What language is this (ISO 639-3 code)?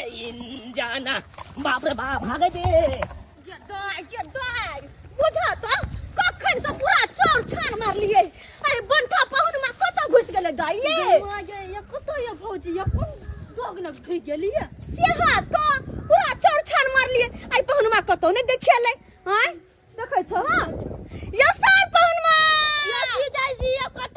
mai